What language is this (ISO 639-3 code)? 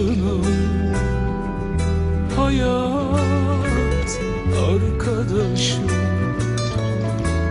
tur